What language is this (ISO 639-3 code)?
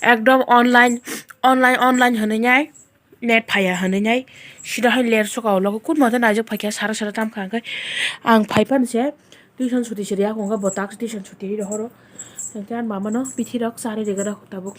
trp